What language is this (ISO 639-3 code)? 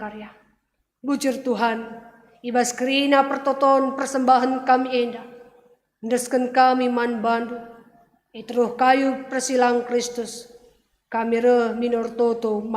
btx